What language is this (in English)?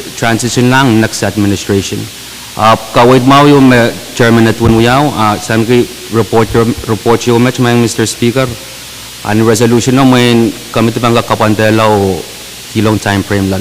Pohnpeian